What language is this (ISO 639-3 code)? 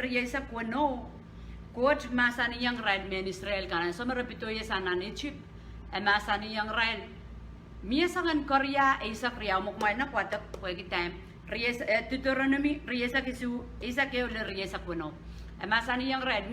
pon